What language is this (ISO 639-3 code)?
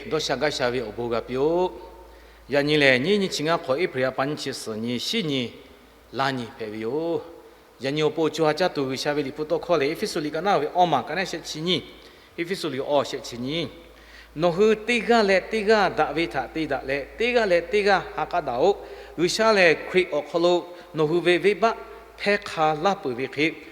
lhu